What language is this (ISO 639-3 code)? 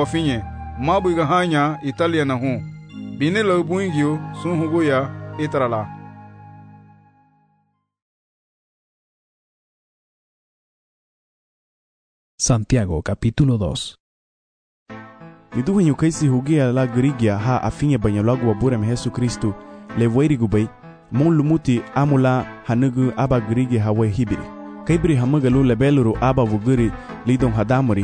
cab